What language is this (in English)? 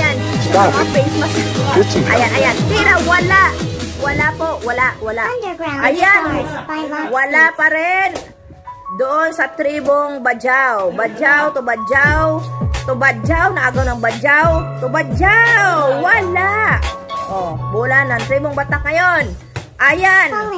Filipino